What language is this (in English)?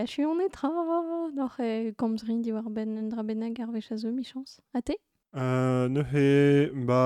Breton